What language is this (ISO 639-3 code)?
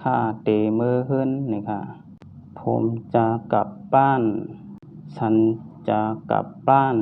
shn